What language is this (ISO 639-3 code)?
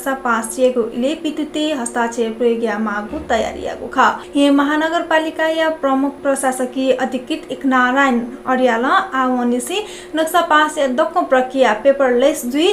new